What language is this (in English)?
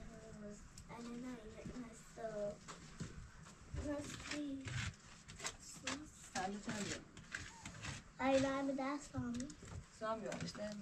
Persian